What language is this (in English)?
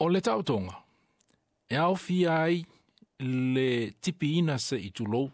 Samoan